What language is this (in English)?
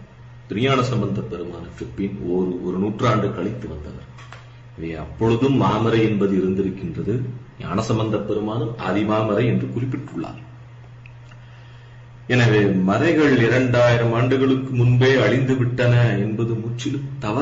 Tamil